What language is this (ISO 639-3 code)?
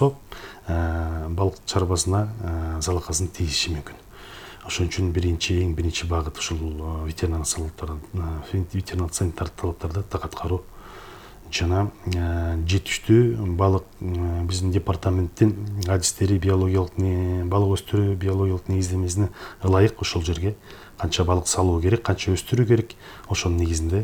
kir